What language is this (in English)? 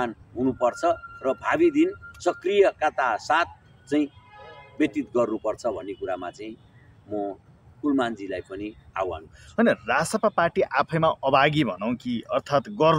Nepali